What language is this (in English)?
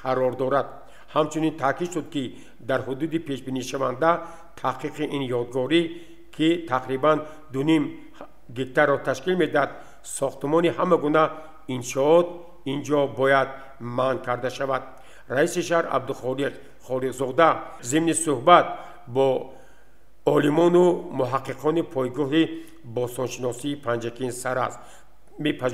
Tajik